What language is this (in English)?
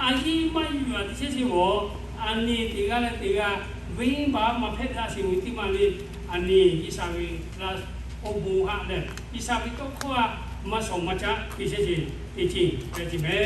Lahu